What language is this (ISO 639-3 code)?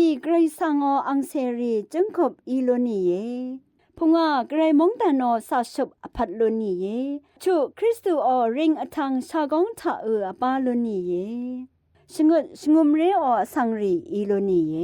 raw